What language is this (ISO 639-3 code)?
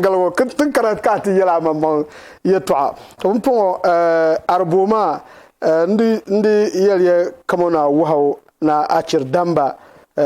dag